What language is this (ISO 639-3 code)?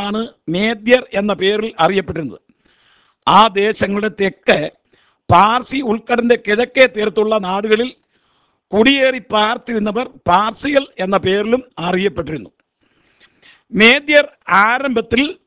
mal